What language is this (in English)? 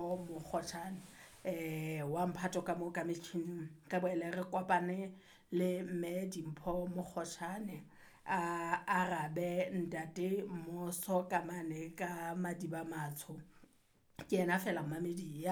Southern Sotho